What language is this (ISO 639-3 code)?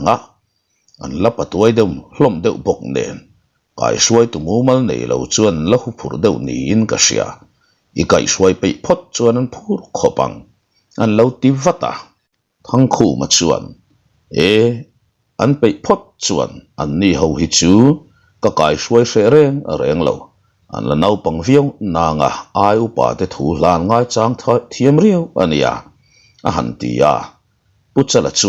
lus